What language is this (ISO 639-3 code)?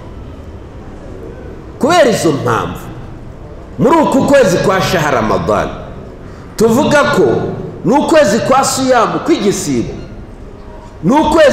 kin